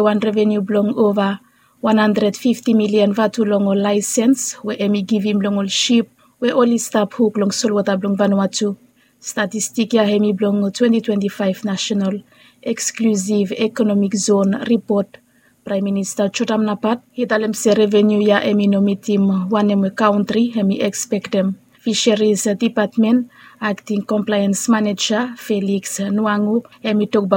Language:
Bislama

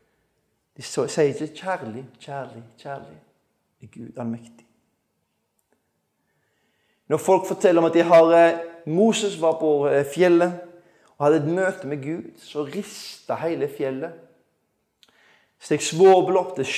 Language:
Norwegian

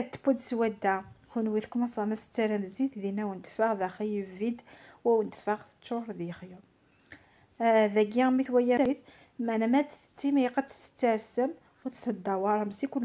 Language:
Kabyle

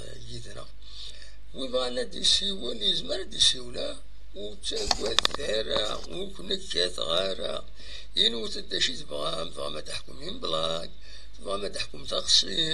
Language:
Kabyle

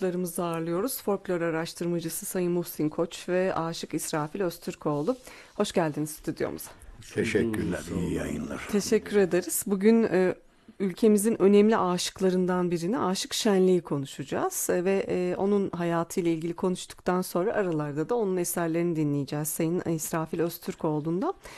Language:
Turkish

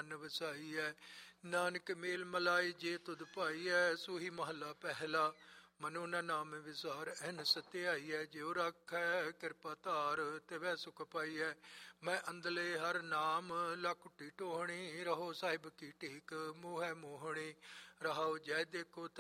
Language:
Punjabi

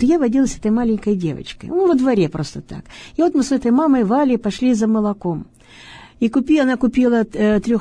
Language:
Russian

